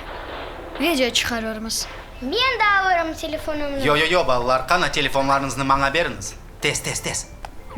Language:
Crimean Tatar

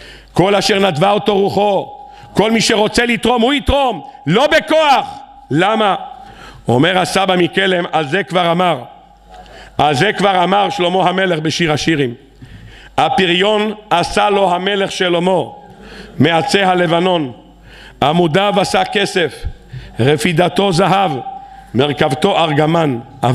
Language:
Hebrew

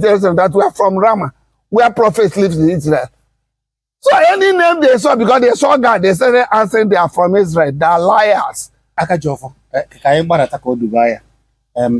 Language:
Igbo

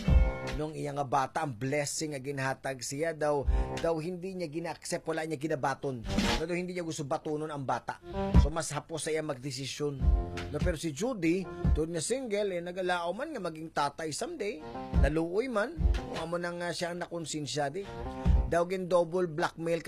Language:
Hiligaynon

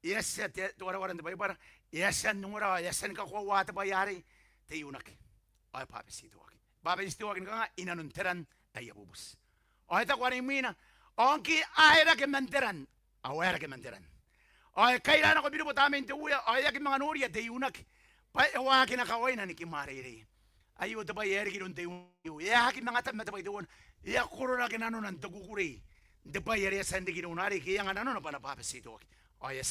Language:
Gilbertese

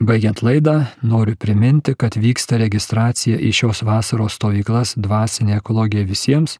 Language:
Lithuanian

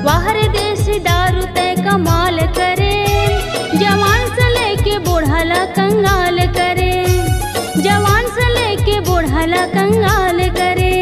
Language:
Chhattisgarhi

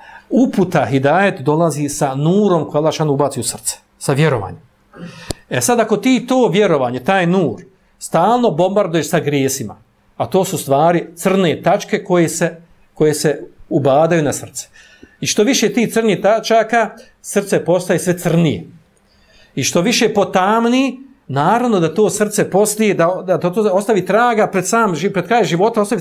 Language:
Bosnian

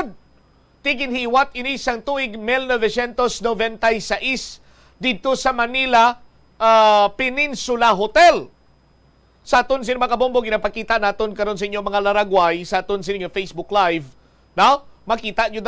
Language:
Hiligaynon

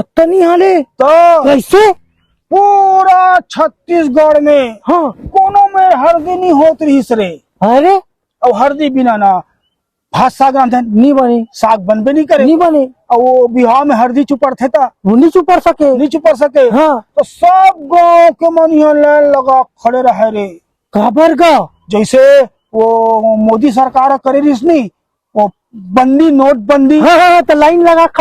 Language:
Chhattisgarhi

